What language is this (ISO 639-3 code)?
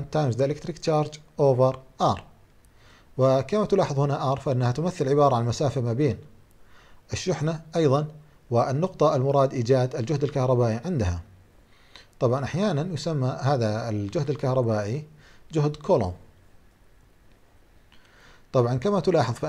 ara